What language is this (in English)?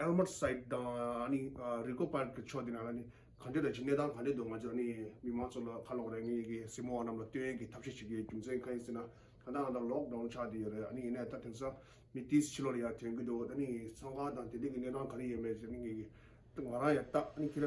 Tibetan